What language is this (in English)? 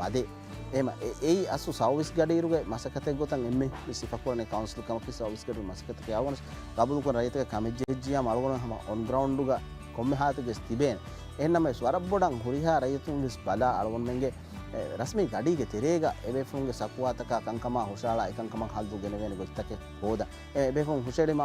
Divehi